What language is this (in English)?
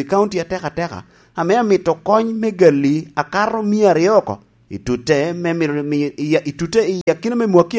Lango (Uganda)